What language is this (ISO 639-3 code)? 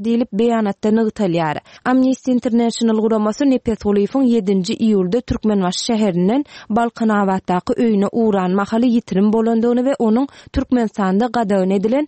tuk